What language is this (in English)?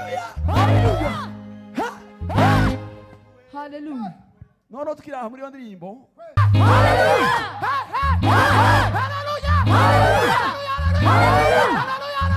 Kinyarwanda